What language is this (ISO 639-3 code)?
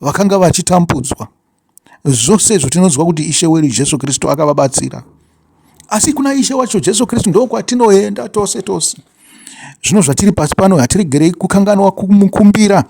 sna